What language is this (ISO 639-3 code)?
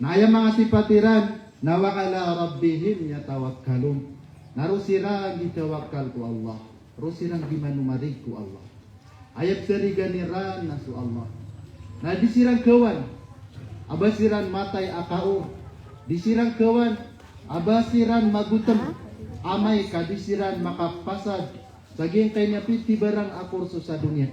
mrw